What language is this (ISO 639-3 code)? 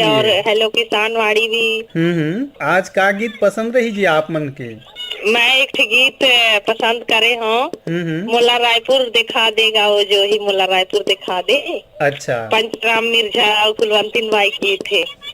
hne